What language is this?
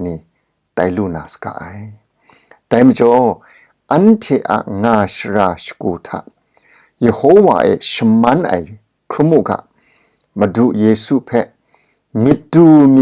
Kachin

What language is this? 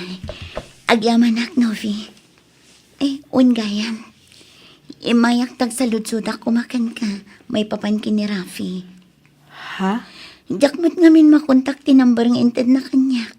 Iloko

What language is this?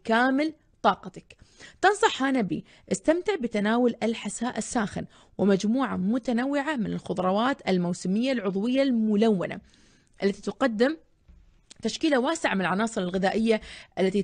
Arabic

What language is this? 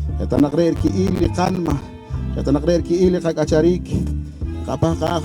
Poqomchi'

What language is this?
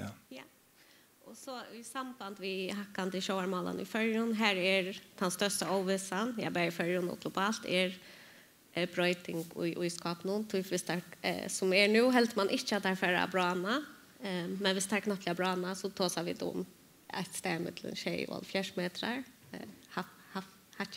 Faroese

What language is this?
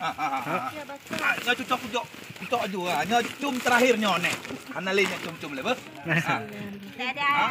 Achinese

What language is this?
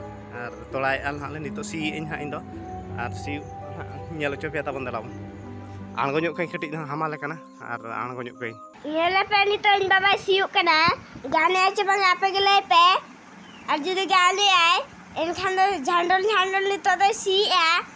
Santali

